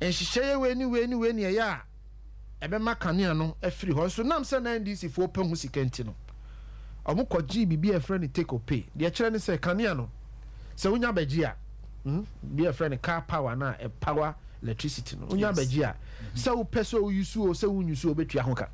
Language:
Akan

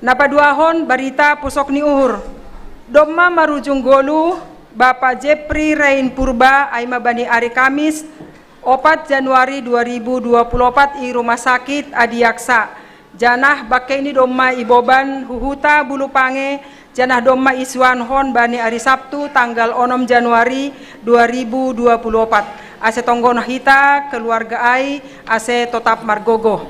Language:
Batak Simalungun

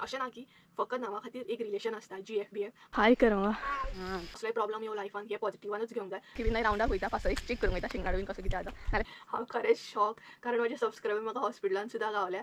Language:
Konkani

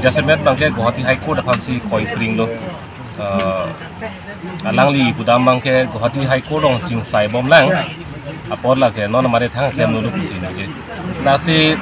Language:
Karbi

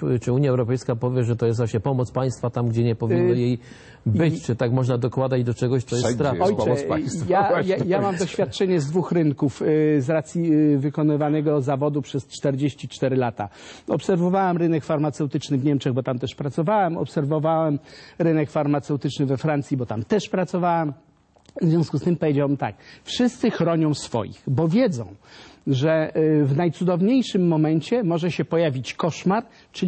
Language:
Polish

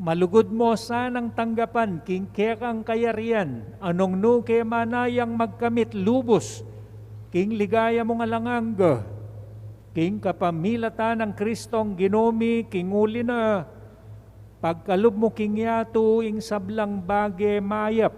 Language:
Pampanga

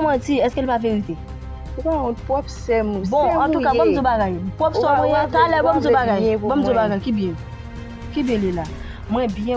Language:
Haitian Creole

